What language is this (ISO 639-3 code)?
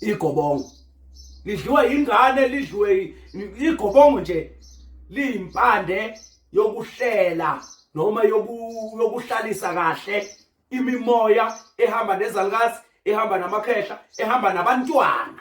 zul